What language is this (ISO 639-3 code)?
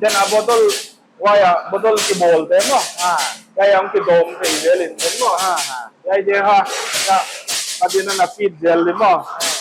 pck